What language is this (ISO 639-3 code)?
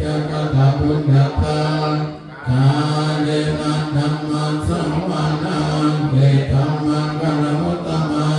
pli